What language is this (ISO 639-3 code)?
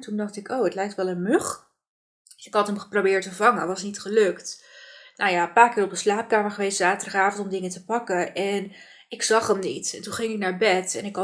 nld